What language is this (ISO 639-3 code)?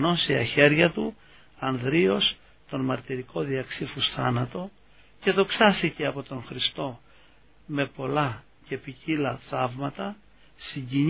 ell